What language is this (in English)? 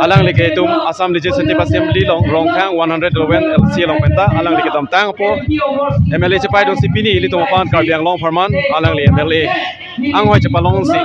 Karbi